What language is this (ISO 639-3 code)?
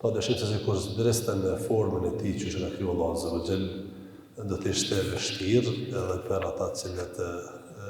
sqi